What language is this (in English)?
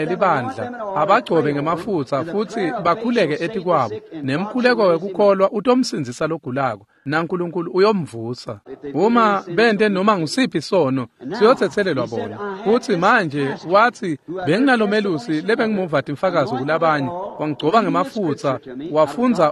Swati